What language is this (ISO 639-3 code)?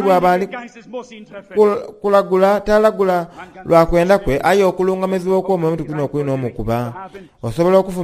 xog